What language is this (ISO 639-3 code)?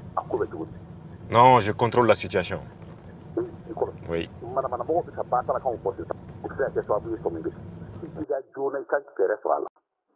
bam